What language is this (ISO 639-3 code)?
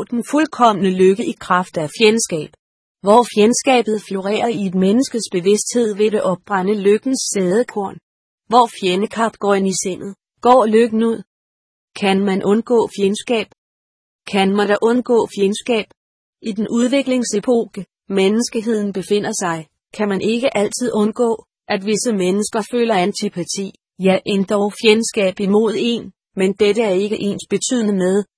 dan